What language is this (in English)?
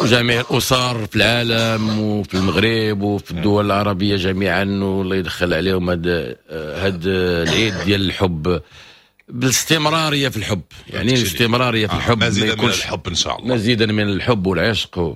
Moroccan Arabic